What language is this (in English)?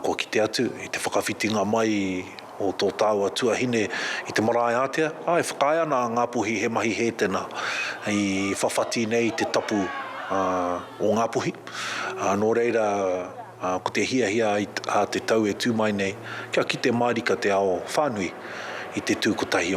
Māori